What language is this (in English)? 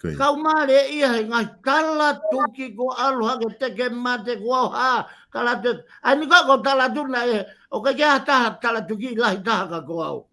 Tongan